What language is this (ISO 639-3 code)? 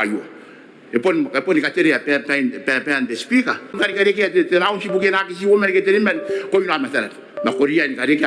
gil